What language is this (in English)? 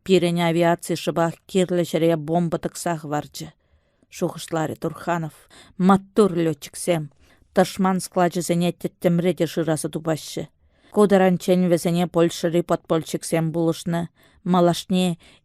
Chuvash